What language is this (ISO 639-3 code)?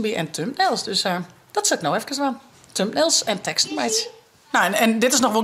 fry